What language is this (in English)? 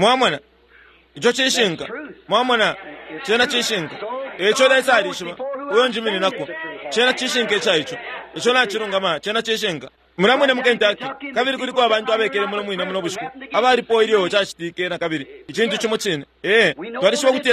Bemba